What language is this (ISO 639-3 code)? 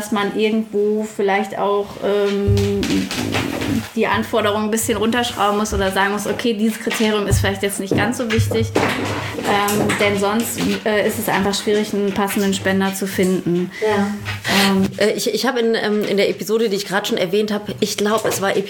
deu